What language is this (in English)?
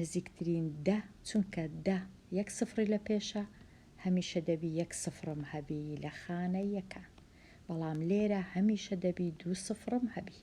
Central Kurdish